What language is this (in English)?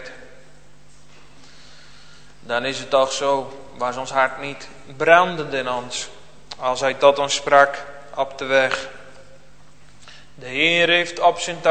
Dutch